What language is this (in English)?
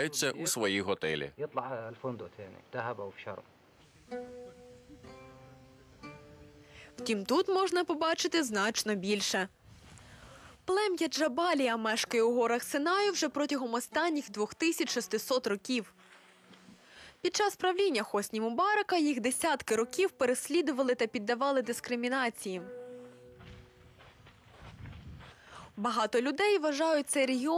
Ukrainian